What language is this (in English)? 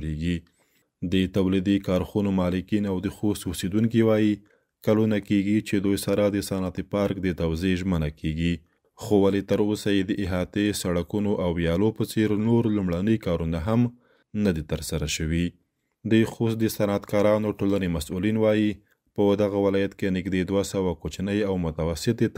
Pashto